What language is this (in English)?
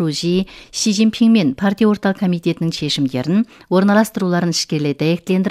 Kazakh